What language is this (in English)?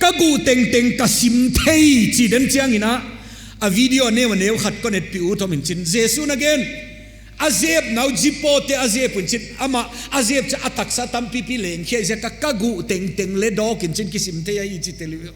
Paite Chin